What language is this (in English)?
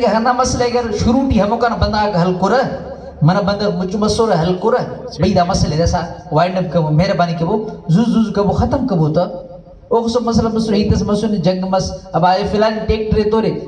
Brahui